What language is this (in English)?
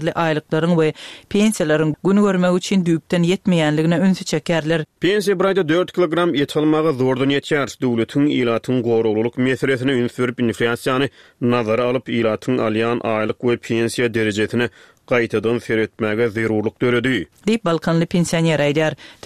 Turkmen